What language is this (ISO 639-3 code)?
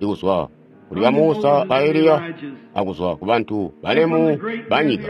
toi